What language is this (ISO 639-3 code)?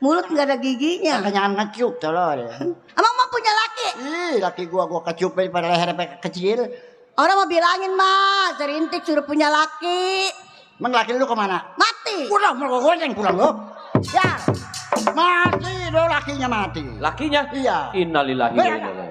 bew